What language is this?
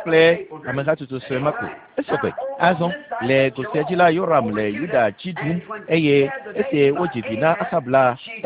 Ewe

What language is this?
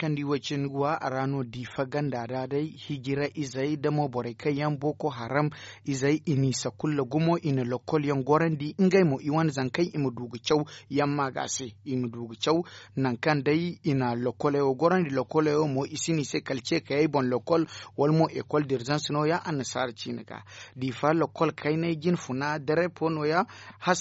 Zarma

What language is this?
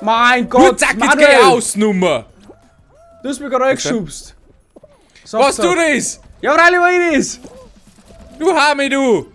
Bavarian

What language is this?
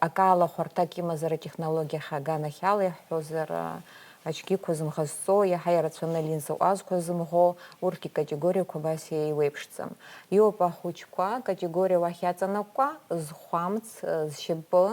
Abkhazian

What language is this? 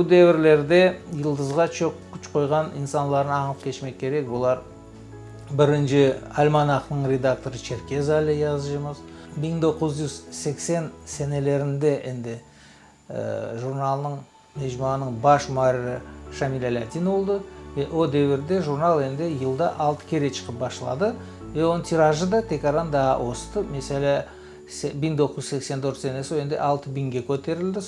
Crimean Tatar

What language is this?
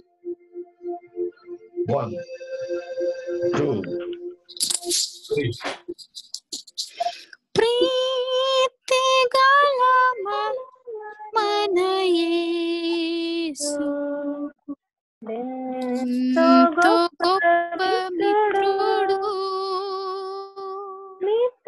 Telugu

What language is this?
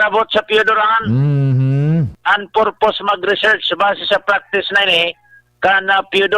Bikol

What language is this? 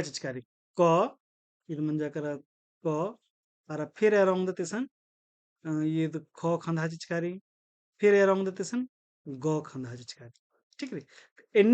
Kurukh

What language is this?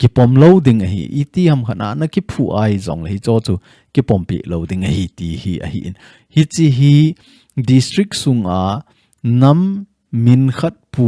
Thado Chin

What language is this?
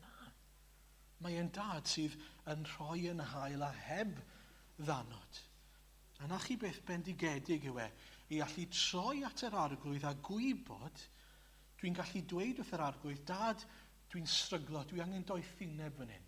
Welsh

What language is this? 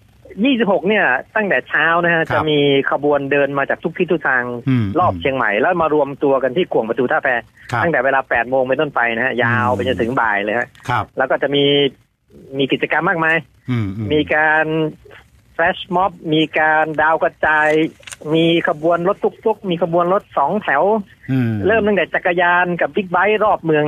Thai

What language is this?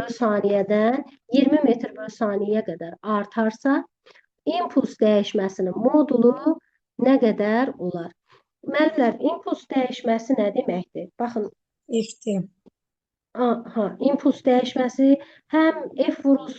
Azerbaijani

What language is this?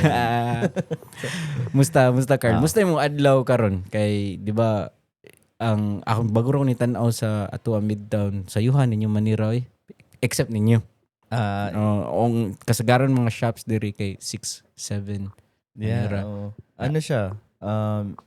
Cebuano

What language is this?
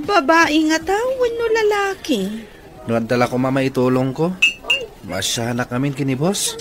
Iloko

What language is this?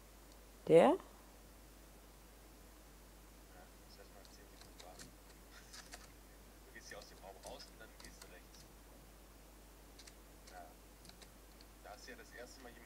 German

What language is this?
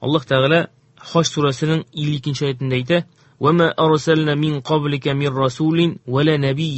Tatar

